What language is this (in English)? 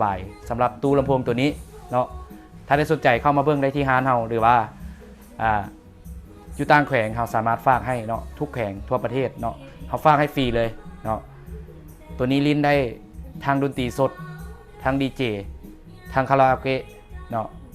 Lao